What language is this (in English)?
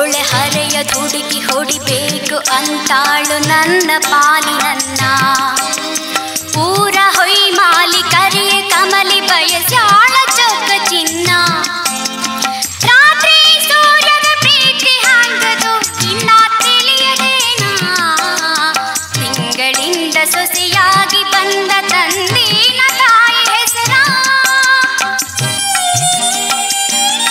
Kannada